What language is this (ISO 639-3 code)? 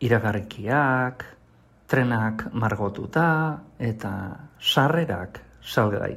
eus